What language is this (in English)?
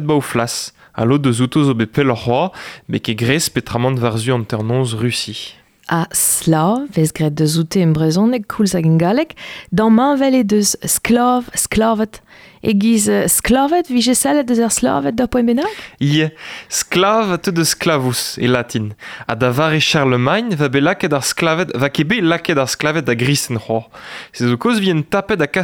Breton